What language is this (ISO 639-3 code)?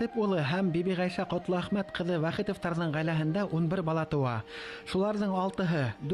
bak